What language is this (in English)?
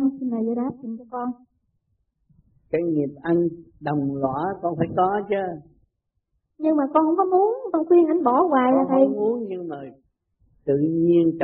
Vietnamese